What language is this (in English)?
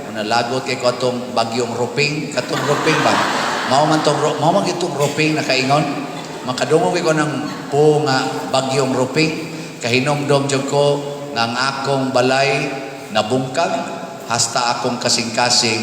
Cebuano